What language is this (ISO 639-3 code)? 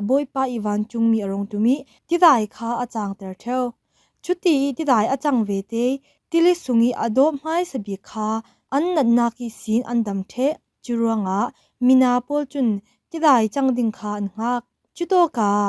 cfm